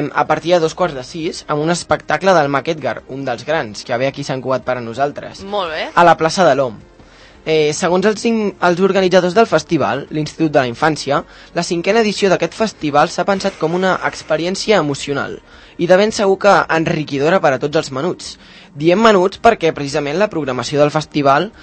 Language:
Catalan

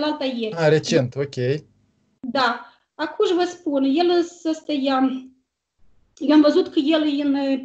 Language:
Romanian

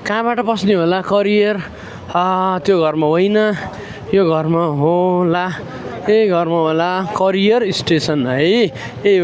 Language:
Nepali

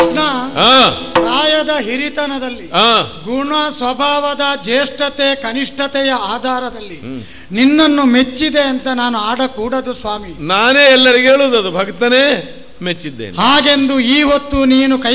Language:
Kannada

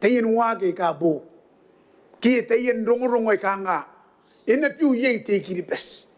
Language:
Gilbertese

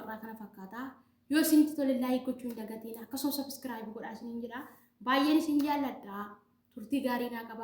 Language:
Oromo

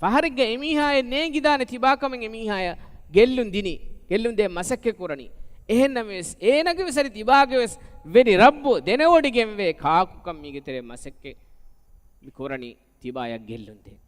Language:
Divehi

